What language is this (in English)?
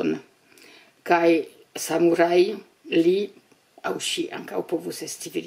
Esperanto